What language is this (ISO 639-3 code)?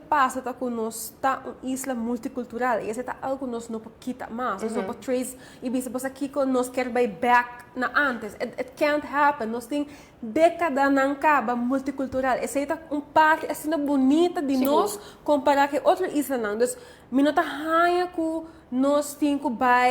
pap